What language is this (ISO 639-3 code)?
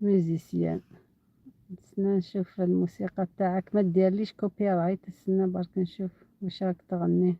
arq